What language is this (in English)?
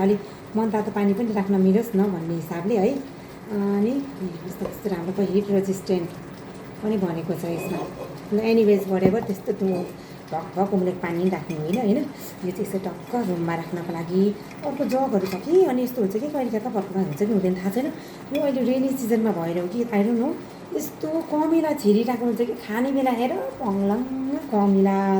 Nepali